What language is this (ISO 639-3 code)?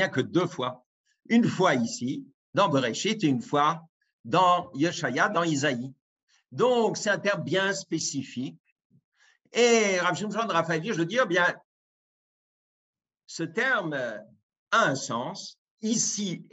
fra